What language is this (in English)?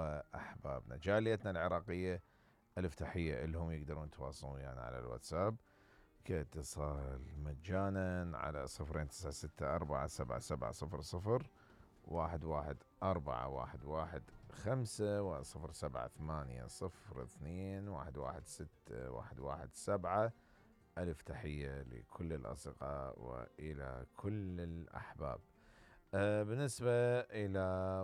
Mesopotamian Arabic